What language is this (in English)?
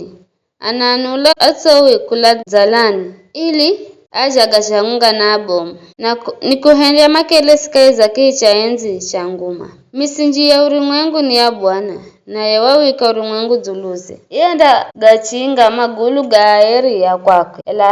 Giryama